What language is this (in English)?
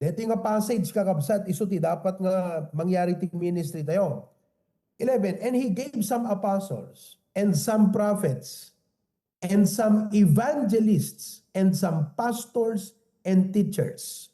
Iloko